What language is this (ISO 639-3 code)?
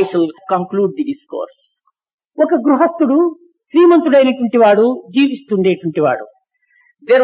tel